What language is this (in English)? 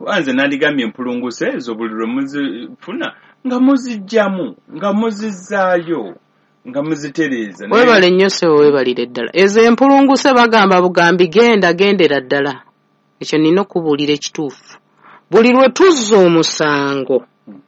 Ganda